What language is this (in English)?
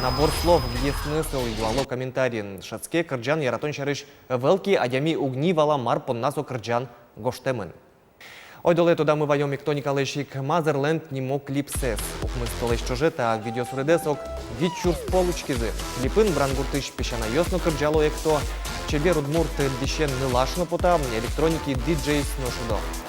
Udmurt